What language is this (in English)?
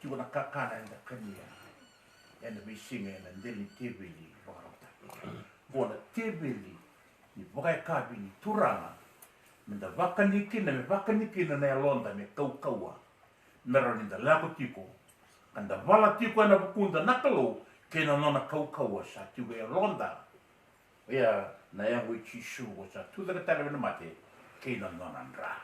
Fijian